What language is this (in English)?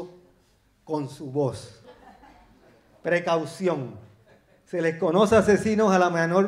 Spanish